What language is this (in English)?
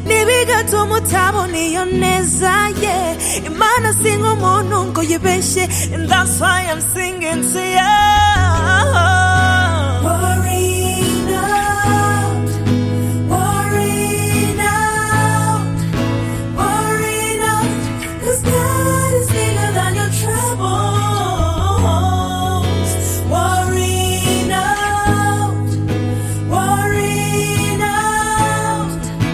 Kinyarwanda